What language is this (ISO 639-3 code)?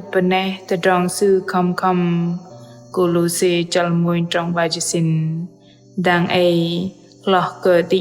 bdq